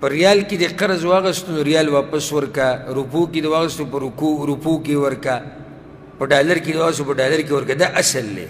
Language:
Pashto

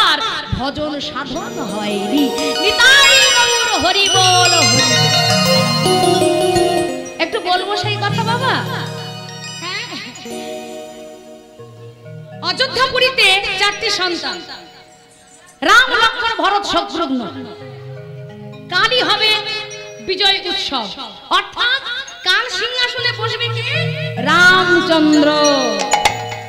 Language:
Bangla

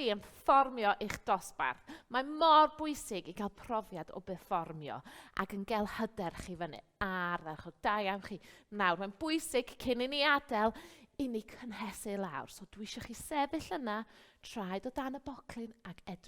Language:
Welsh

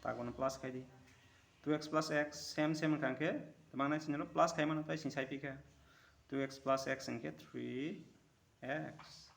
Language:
Kok Borok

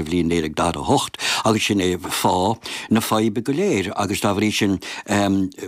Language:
Irish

